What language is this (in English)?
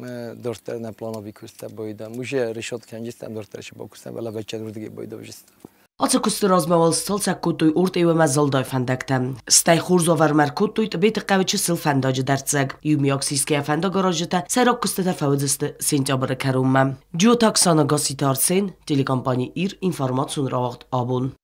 Ossetic